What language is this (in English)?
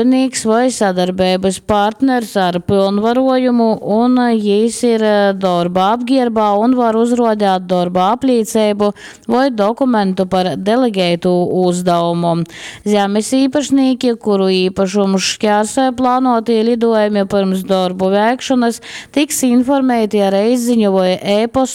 Latgalian